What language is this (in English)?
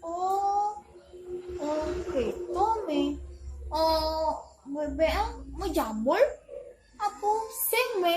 Balinese